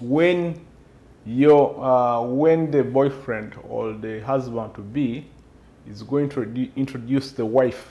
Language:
Nyoro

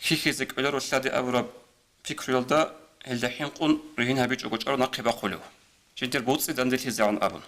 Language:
Avaric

